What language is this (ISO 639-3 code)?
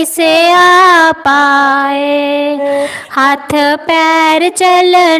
doi